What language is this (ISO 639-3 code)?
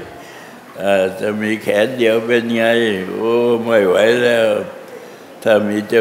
tha